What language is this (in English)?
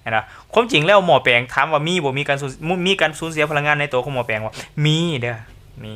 Lao